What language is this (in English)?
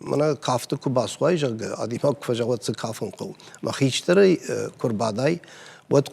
Ossetic